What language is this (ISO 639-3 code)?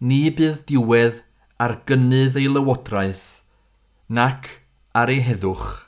cym